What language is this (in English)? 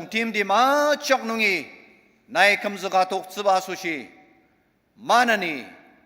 Ao Naga